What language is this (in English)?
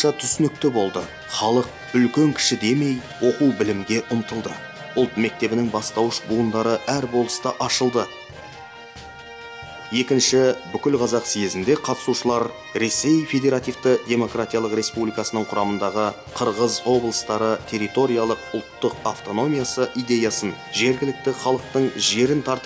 Kazakh